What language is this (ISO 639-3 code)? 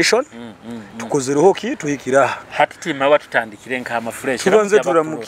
nyo